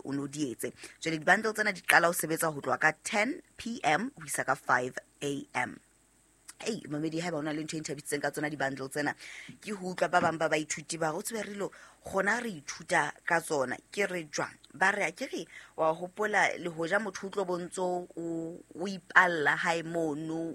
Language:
Southern Sotho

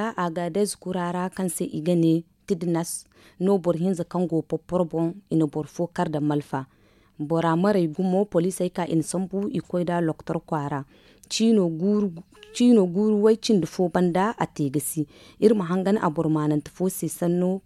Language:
Zarma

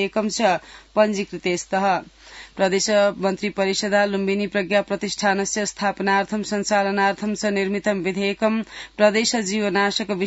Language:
Sanskrit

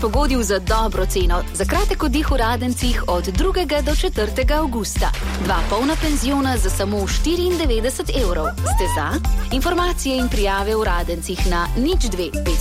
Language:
Slovenian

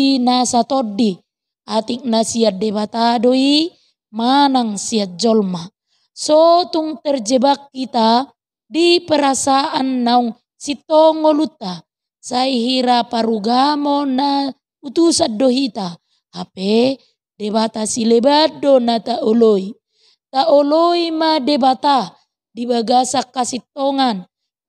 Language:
Batak Toba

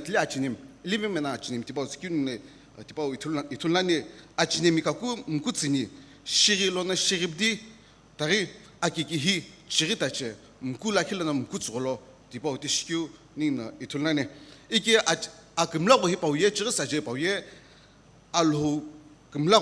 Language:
Sumi Naga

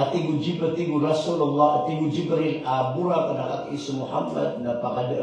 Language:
Maranao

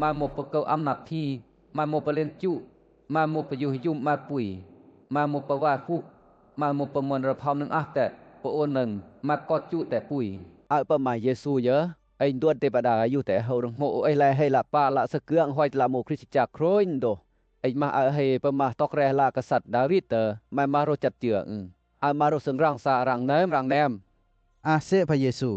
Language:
Western Lawa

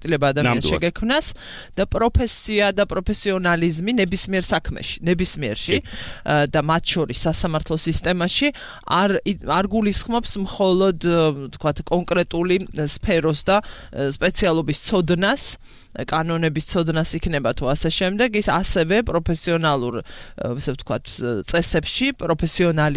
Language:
Georgian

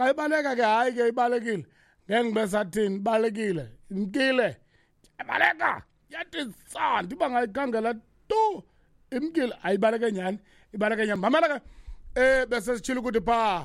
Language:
Xhosa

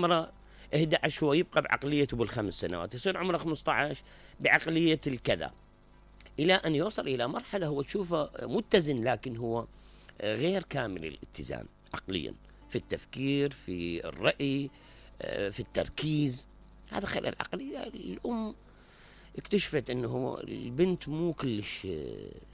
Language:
Mesopotamian Arabic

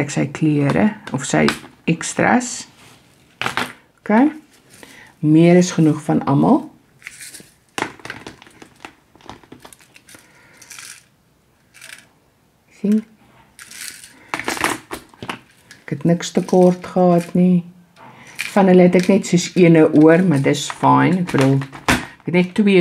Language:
Afrikaans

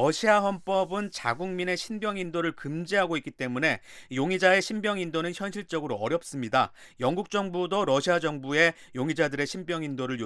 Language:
Korean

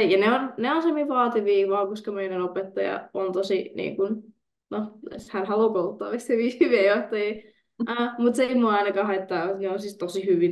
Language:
Finnish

